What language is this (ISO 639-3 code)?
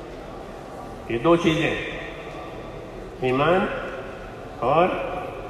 urd